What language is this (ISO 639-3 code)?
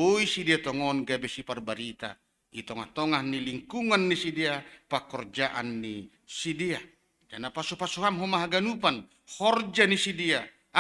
bts